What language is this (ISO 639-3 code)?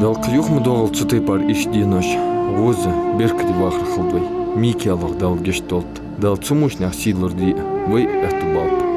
inh